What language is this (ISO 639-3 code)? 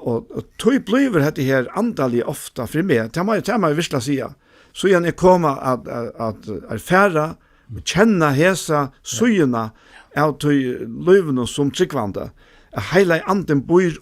fao